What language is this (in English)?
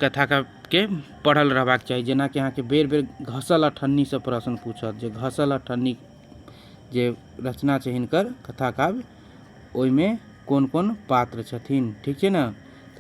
Maithili